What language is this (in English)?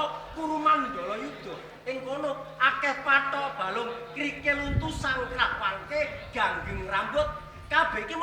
Javanese